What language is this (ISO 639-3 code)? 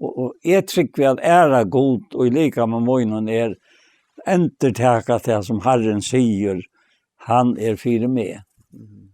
fao